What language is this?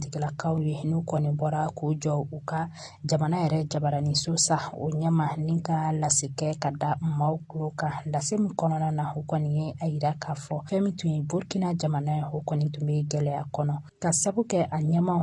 Bambara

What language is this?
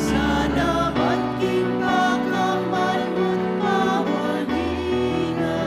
Pampanga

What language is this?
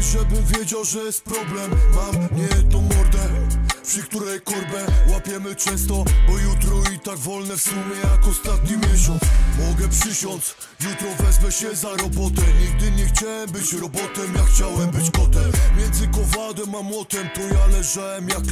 Polish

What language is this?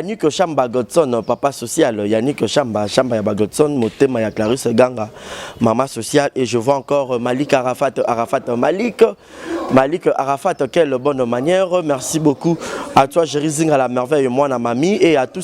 Lingala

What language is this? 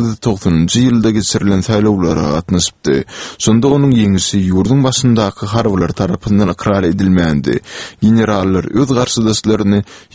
Turkmen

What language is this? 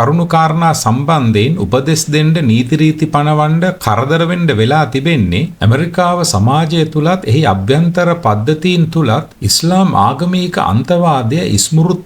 Sinhala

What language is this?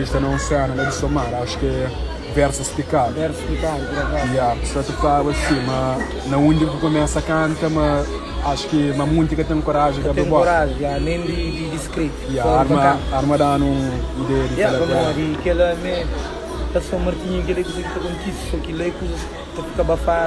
Kabuverdianu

